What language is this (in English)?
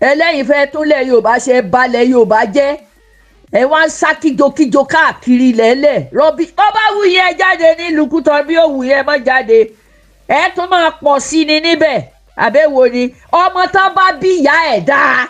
Yoruba